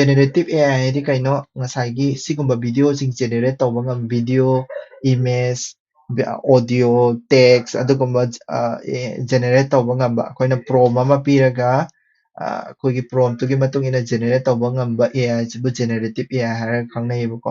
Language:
Manipuri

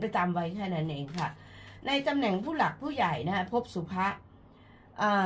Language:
Thai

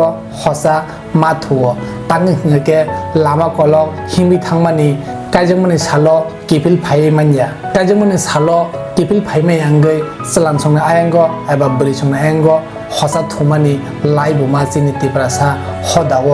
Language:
Kok Borok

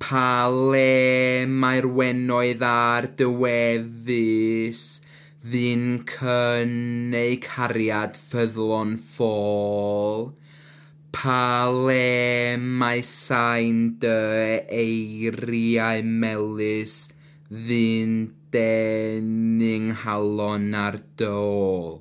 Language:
Welsh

